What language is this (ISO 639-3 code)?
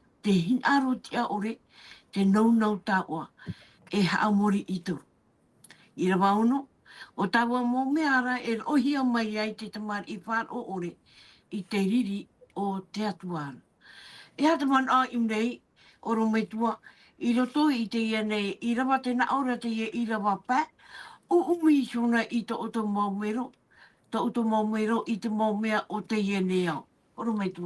tah